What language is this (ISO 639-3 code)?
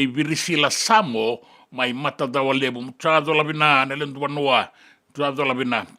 fij